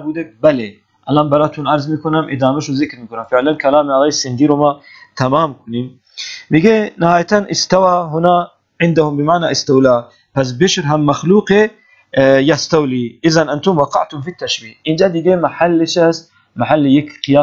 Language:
Persian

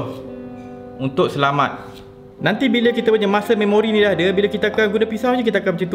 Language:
Malay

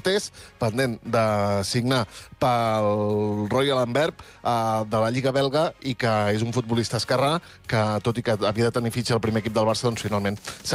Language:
Catalan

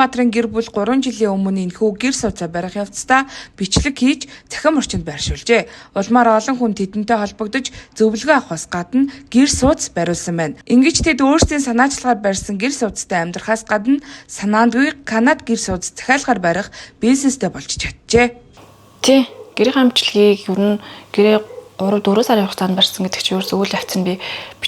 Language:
Mongolian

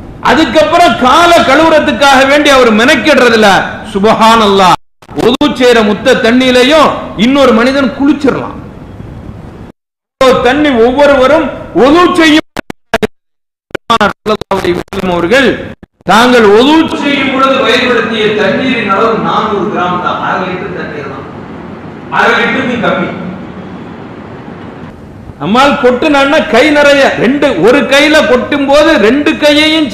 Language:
Tamil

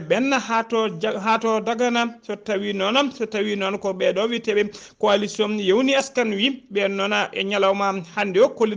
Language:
Fula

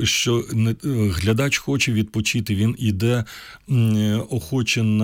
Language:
Ukrainian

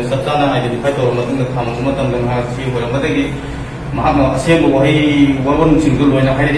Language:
Manipuri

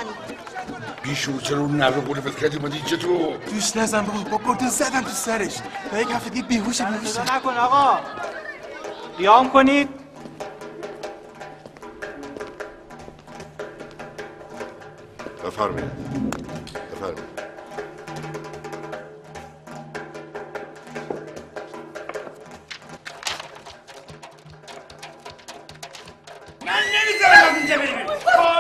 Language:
Persian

